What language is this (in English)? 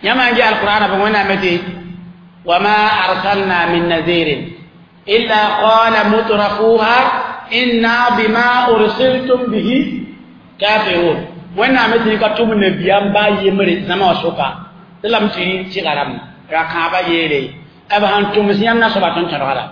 Mossi